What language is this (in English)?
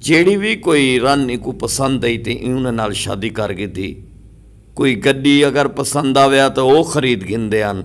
Saraiki